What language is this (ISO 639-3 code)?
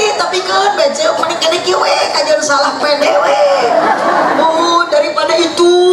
sun